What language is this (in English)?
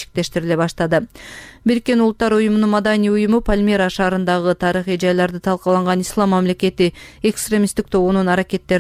Kyrgyz